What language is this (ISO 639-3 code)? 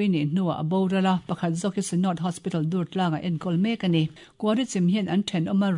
lus